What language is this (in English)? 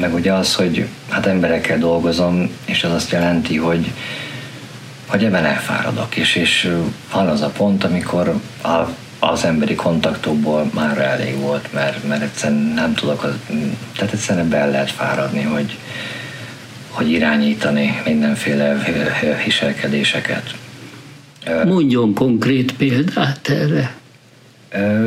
Hungarian